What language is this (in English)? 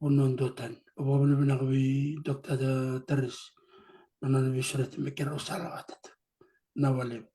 Fijian